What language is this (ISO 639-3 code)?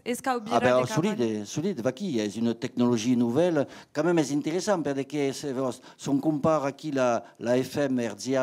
oci